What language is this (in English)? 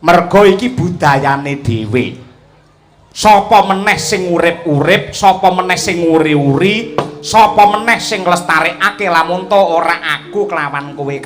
Javanese